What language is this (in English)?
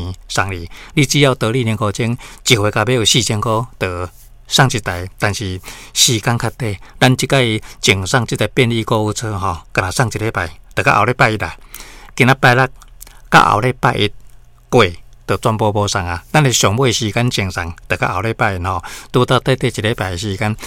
Min Nan Chinese